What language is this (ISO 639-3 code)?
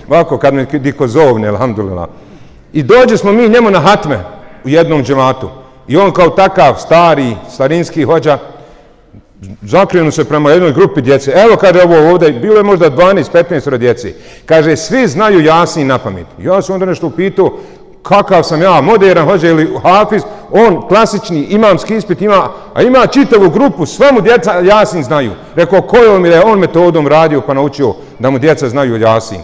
bos